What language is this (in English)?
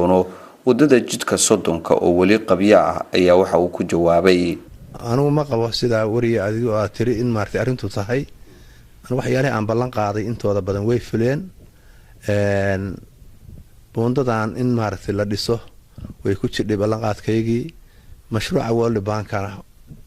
Somali